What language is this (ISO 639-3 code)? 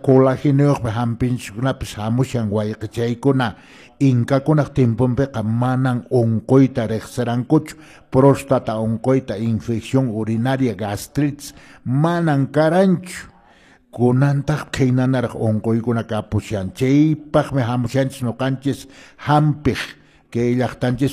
que